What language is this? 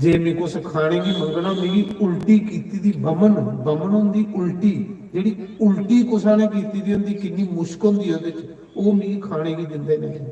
Dogri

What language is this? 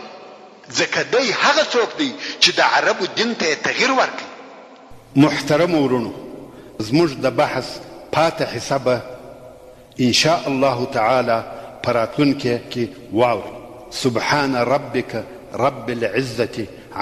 Pashto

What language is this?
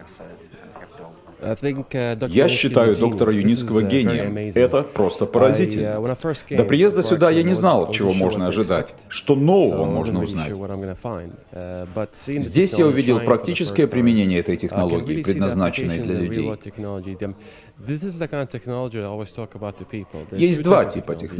Russian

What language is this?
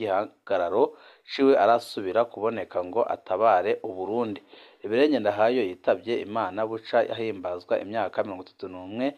Rundi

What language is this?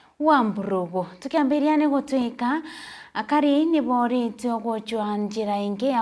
Meru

